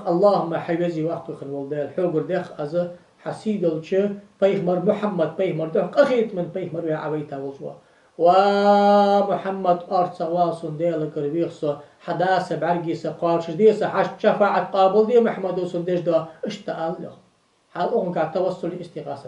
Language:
Ingush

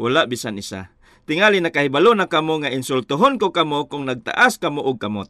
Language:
Cebuano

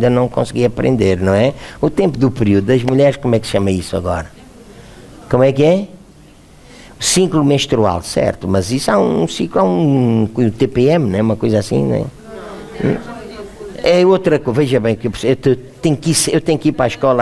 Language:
Portuguese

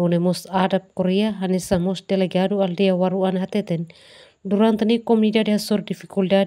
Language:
Tetum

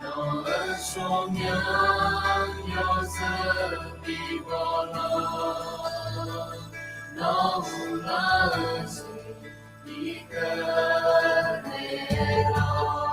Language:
Akha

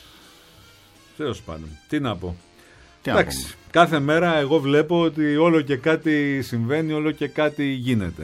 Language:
Greek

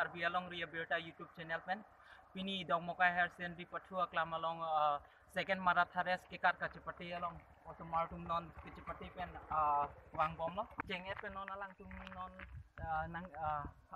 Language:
Karbi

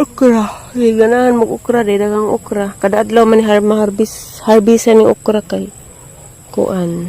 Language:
Cebuano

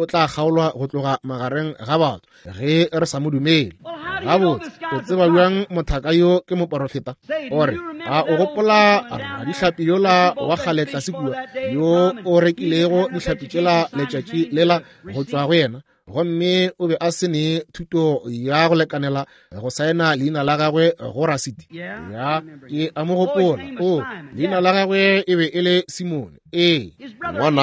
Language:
Northern Sotho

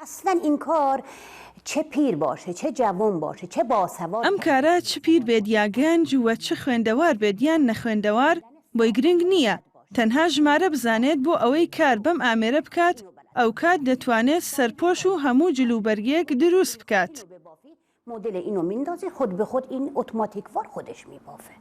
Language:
Central Kurdish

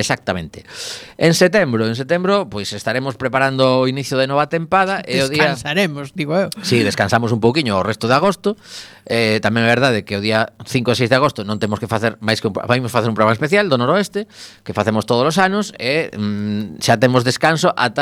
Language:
Galician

